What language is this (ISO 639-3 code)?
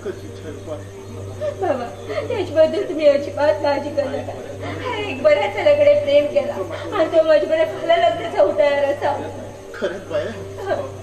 kok